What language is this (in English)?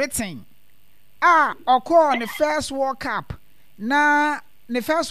Akan